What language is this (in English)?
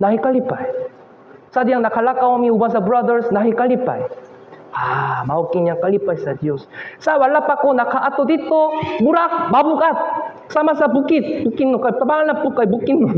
Cebuano